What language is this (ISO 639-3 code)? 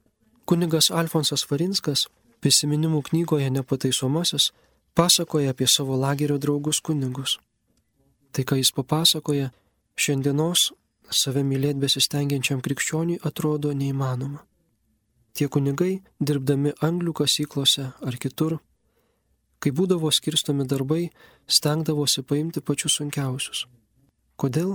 lit